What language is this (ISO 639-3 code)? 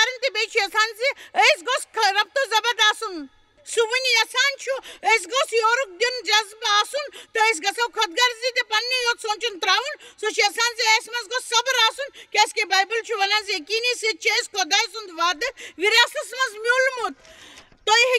kas